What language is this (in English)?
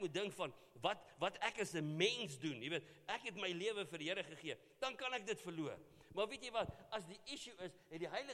Afrikaans